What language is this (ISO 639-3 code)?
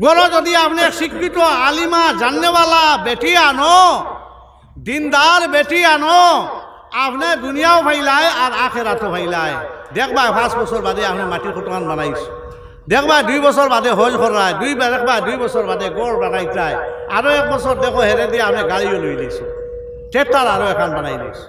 syl